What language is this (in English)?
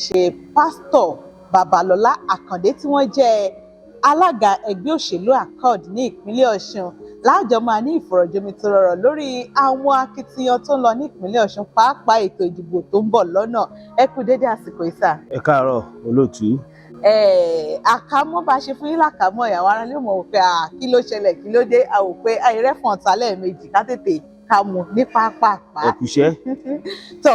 Yoruba